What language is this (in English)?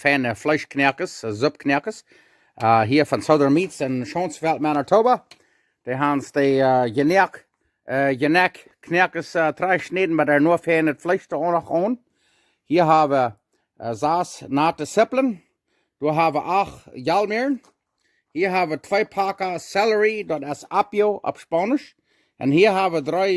Plautdietsch